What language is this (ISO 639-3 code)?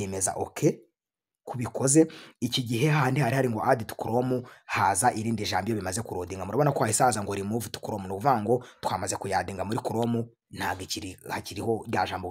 kin